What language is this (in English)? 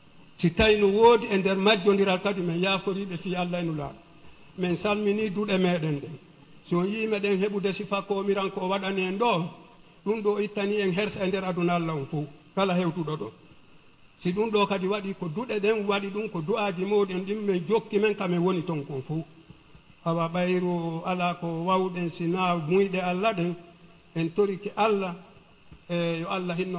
Fula